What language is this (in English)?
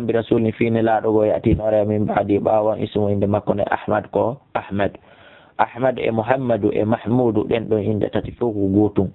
Fula